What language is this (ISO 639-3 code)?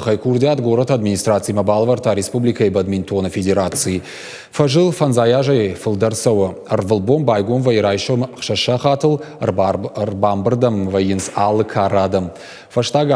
oss